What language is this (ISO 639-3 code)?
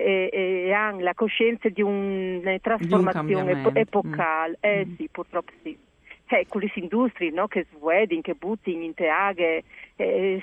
fur